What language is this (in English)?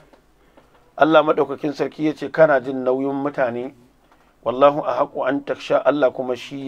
Hausa